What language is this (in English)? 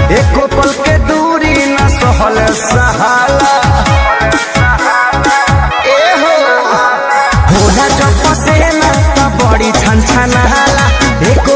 Bhojpuri